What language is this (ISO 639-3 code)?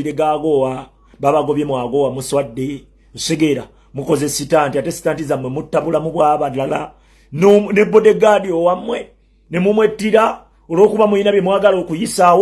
lug